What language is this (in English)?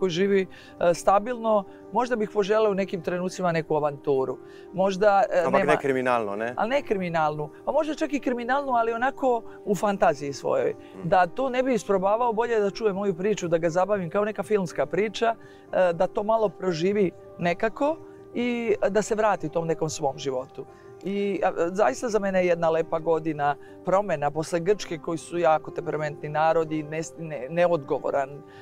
Serbian